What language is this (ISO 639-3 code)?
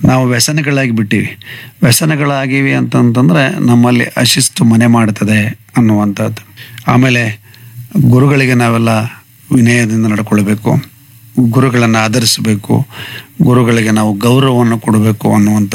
kan